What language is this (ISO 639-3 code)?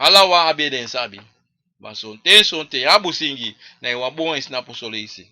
srn